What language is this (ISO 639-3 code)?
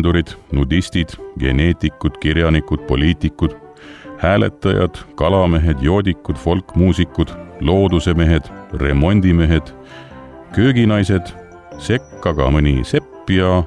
est